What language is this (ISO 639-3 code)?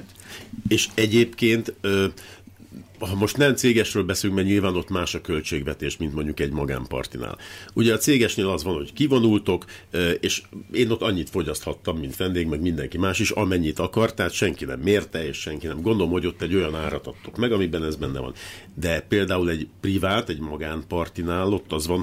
hun